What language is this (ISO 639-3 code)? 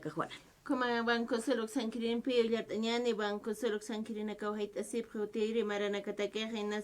aym